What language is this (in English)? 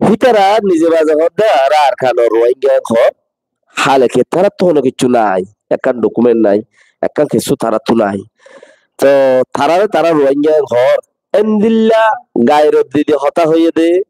Rohingya